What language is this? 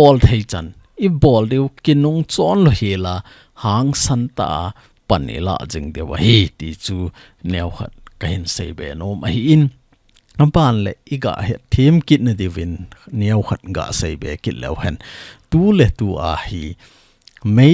Thado Chin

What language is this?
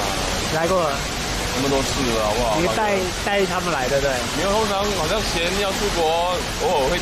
Chinese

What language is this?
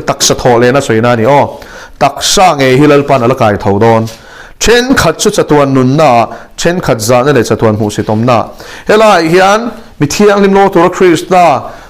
Mizo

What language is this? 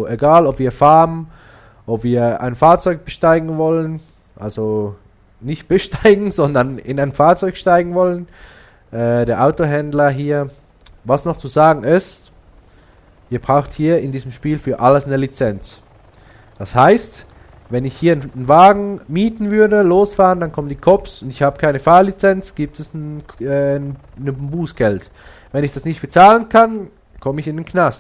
Swiss German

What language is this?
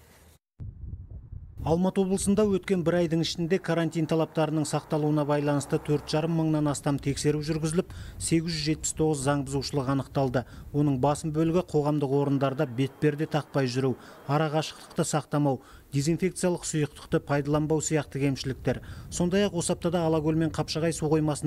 Kazakh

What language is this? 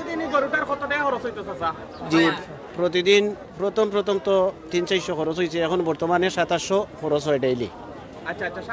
Sylheti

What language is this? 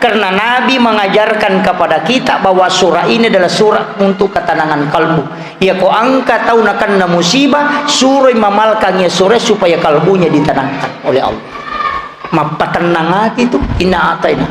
Buginese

